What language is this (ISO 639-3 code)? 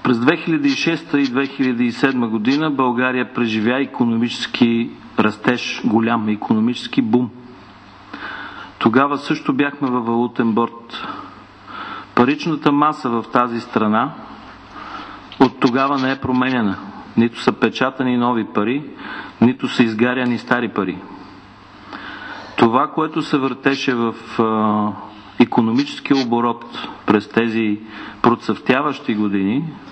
bul